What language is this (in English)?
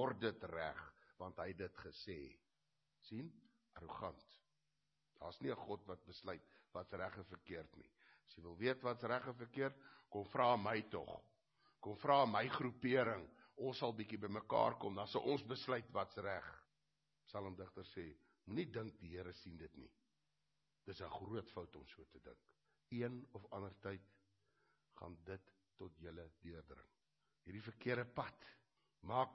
Afrikaans